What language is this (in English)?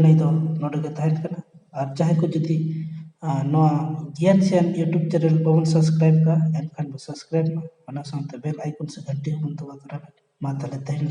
Santali